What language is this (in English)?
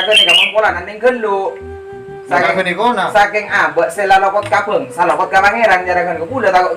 Madurese